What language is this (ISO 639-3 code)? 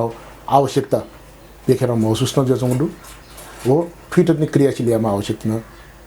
new